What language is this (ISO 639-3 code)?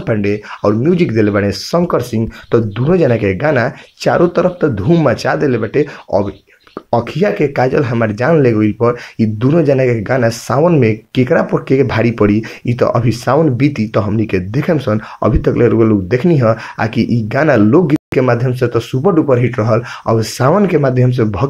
bho